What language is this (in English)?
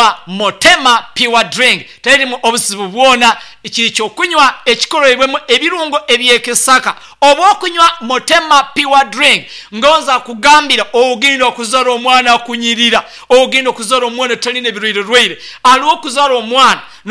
Nyankole